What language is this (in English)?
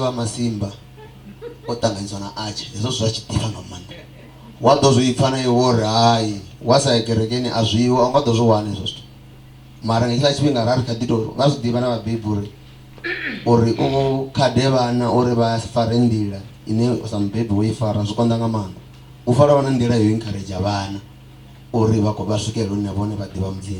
Venda